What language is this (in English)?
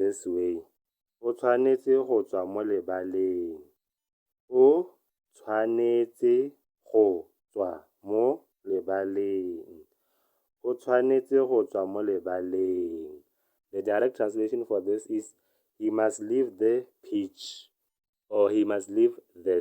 Tswana